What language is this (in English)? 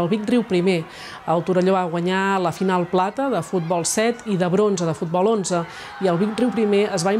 Catalan